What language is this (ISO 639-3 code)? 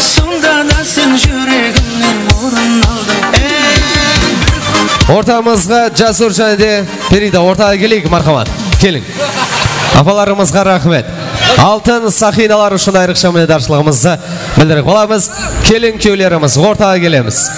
kaa